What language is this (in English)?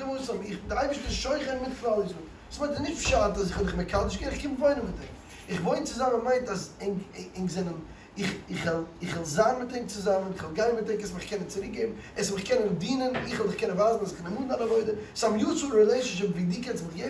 Yiddish